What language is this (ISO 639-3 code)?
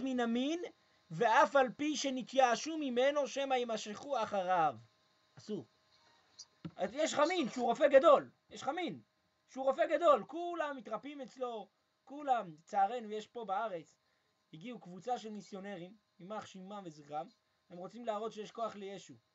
heb